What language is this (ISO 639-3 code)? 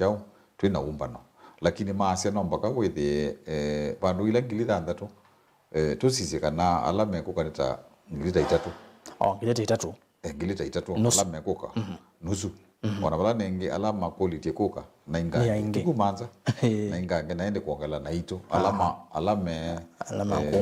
kam